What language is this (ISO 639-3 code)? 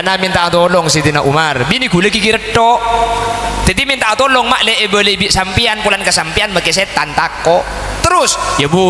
mad